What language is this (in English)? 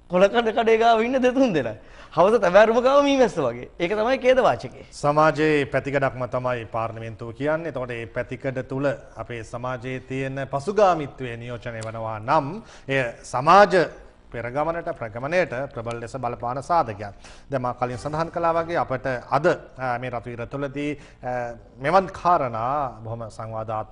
Sinhala